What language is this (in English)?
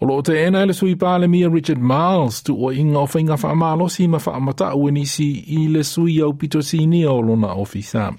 Samoan